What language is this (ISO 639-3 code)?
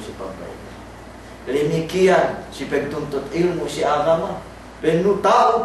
yka